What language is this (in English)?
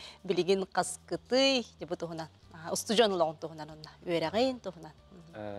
Yakut